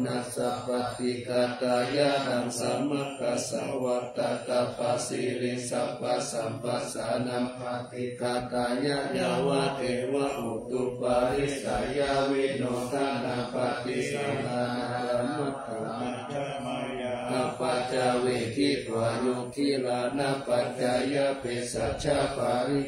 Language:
Pali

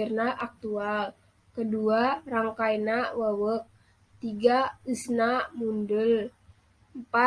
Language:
Sundanese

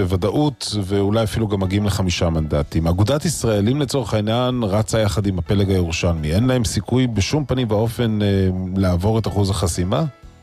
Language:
Hebrew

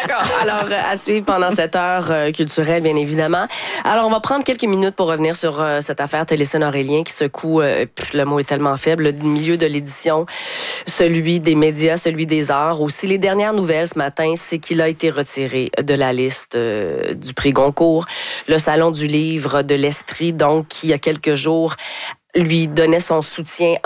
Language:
French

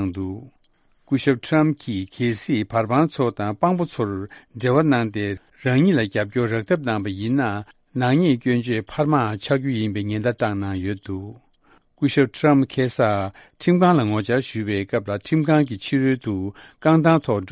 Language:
Tibetan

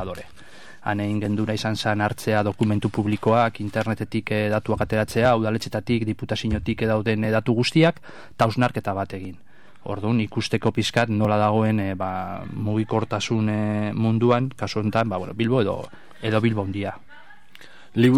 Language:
Basque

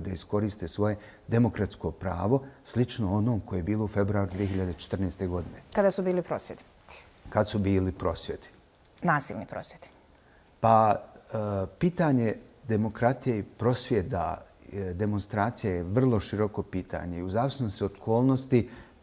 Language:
Bosnian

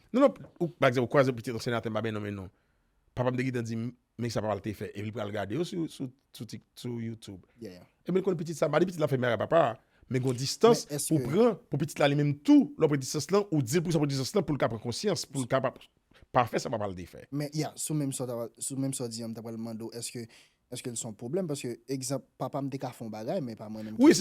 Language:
Haitian Creole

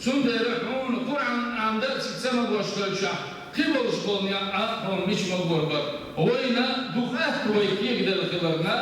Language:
Chechen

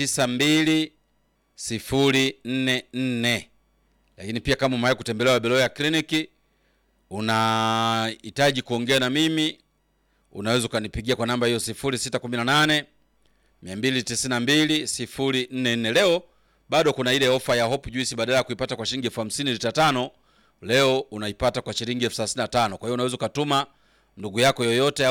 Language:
Swahili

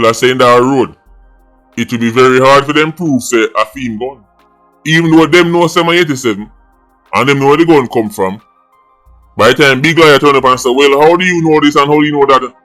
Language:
Jamaican Creole English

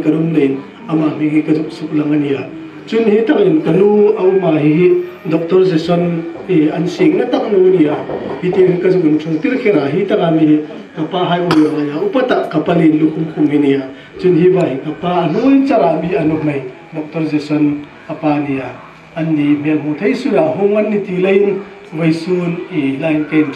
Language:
Hmar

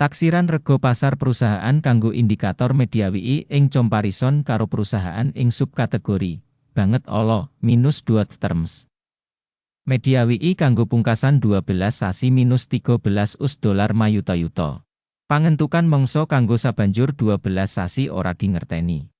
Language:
Javanese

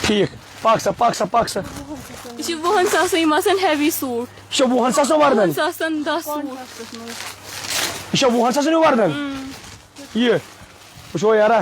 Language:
Kashmiri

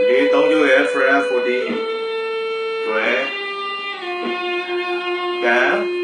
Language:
Burmese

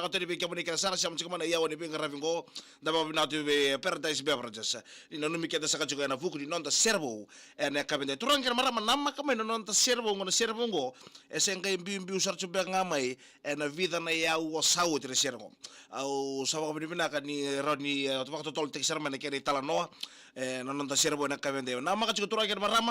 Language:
Fijian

